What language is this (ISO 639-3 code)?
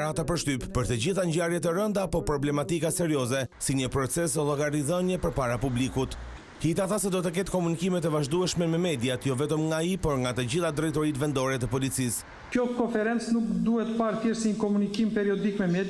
sqi